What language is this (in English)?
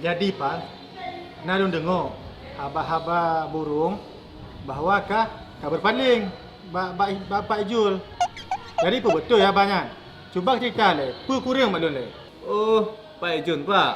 Achinese